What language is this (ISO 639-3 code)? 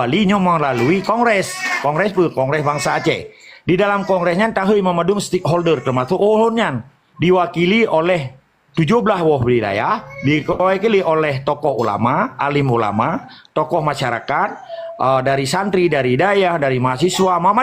ace